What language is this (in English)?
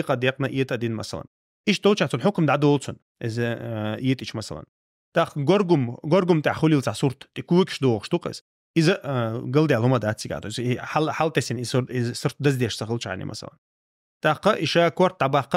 Chechen